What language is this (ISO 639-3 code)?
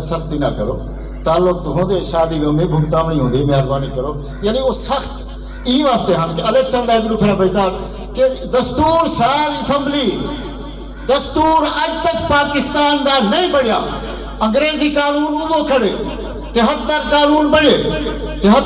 skr